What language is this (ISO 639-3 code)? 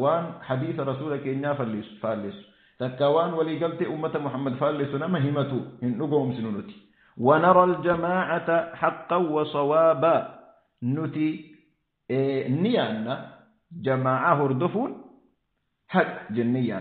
orm